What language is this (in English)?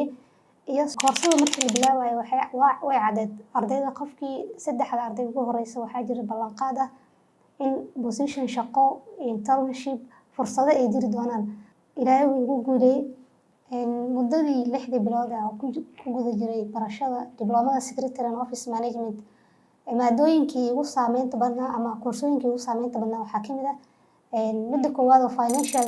Somali